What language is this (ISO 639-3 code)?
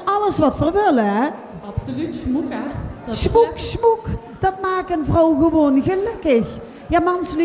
lim